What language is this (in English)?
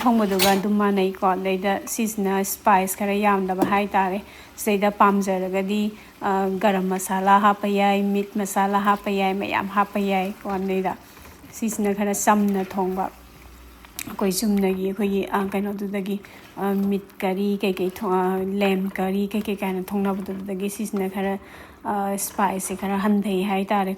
Manipuri